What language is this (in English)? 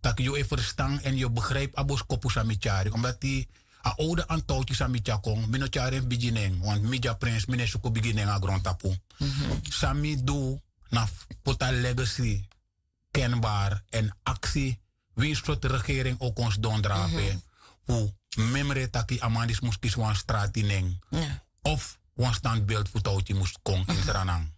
Sranan Tongo